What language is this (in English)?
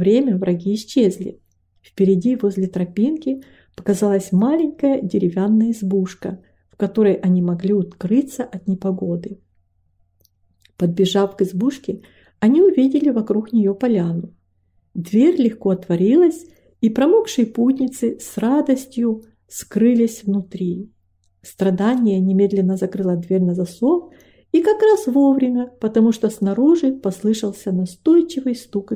Russian